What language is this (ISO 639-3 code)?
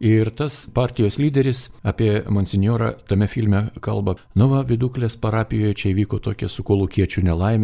lit